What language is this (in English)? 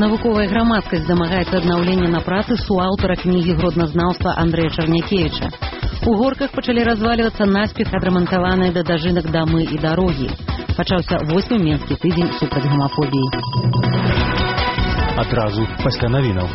Belarusian